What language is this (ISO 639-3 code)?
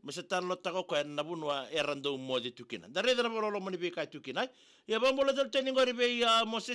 fij